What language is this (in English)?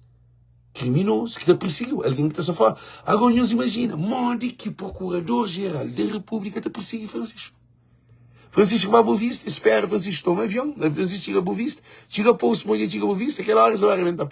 Kabuverdianu